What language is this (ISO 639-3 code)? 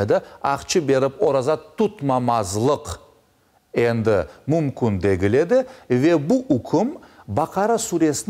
crh